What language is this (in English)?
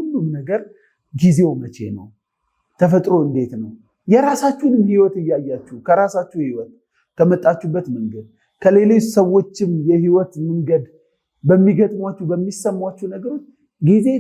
Amharic